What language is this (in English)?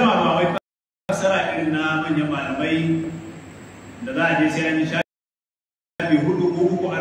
Hausa